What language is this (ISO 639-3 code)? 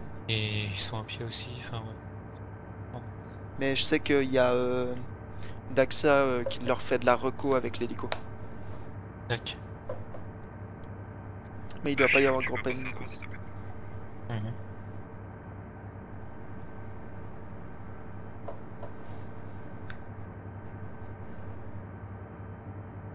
fra